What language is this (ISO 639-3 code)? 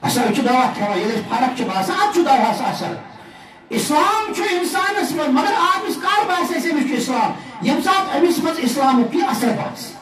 kas